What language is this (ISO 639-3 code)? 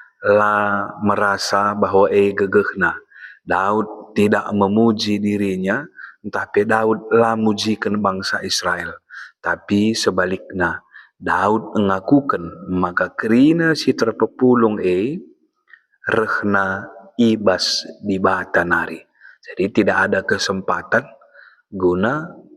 btx